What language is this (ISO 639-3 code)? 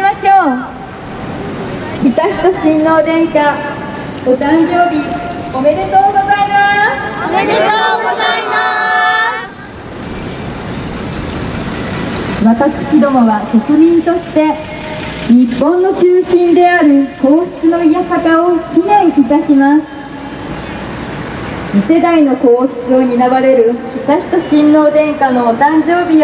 jpn